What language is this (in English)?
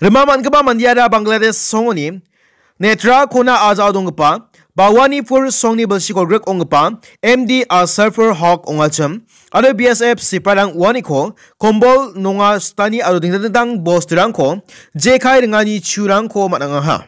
Garo